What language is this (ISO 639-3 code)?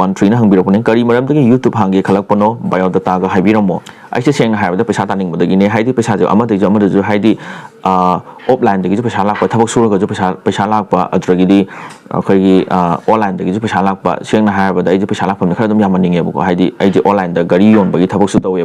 mni